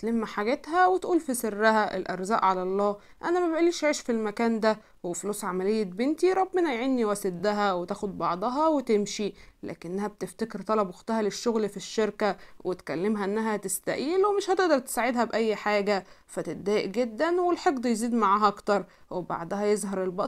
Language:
Egyptian Arabic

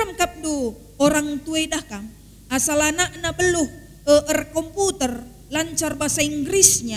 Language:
Batak Karo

